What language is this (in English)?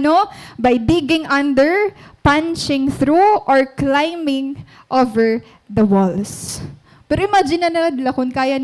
Waray